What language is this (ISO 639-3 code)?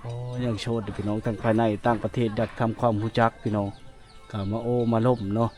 lao